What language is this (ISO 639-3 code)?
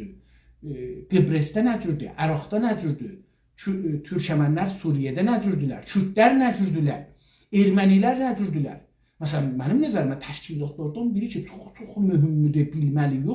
azb